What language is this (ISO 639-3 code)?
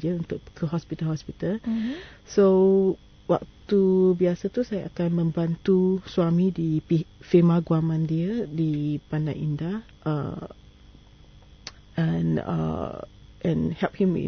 msa